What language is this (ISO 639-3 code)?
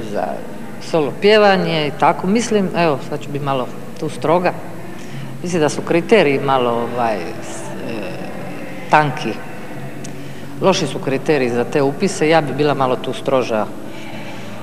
hrv